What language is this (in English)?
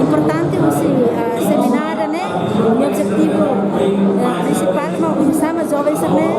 Tetum